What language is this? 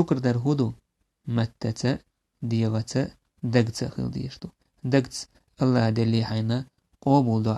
Chechen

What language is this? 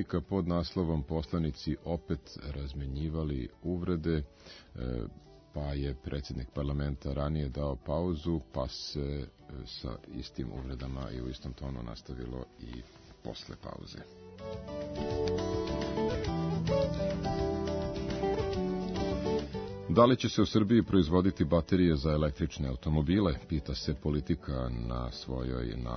Serbian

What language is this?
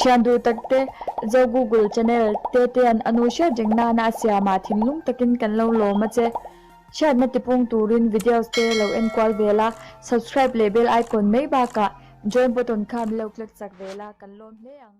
Mizo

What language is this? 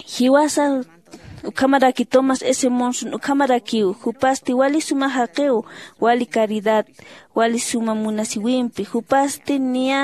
Aymara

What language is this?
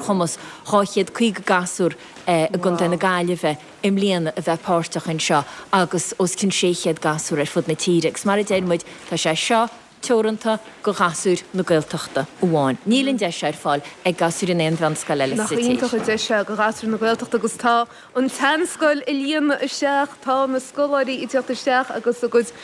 Irish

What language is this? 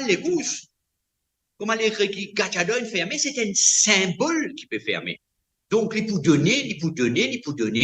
Morisyen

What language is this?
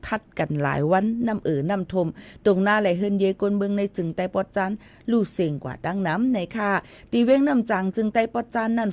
Shan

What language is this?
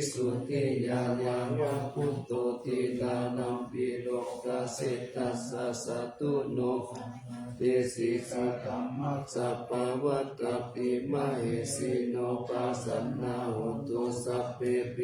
Pali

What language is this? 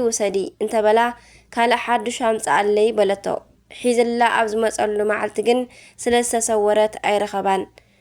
Tigrinya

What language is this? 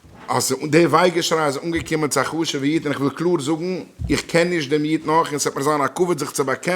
Yiddish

